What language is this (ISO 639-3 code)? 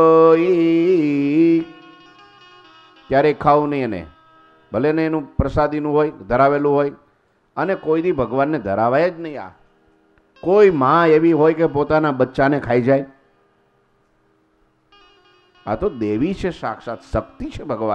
guj